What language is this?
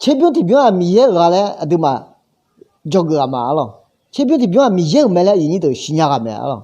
Akha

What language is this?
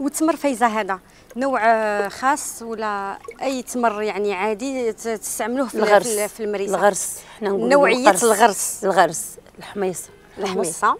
Algerian Arabic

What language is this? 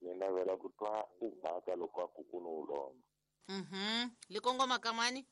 Tsonga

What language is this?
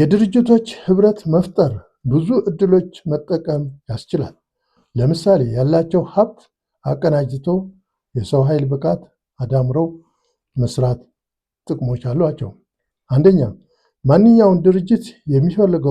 Amharic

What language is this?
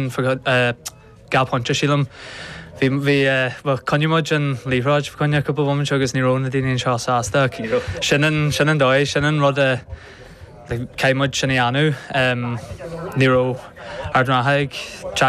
Irish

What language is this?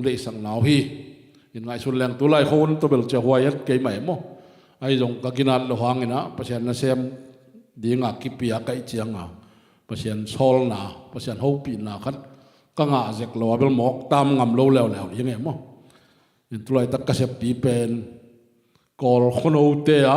Tedim Chin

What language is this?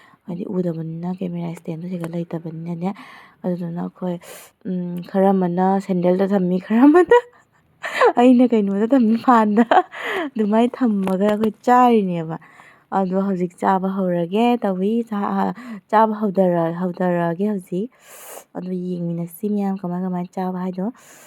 Manipuri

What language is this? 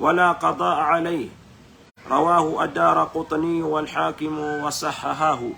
Maranao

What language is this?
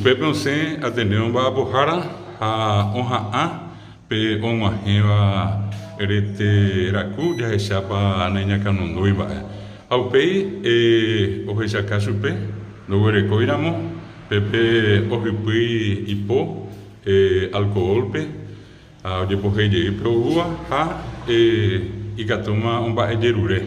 Guarani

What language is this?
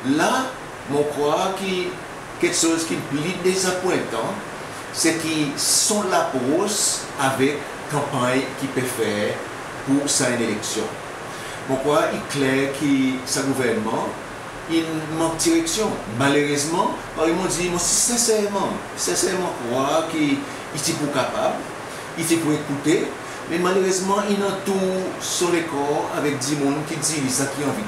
Seselwa Creole French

